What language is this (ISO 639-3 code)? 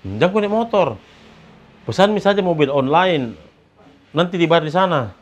mfp